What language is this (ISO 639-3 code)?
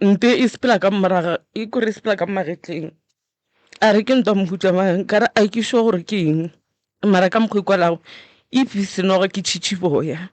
nso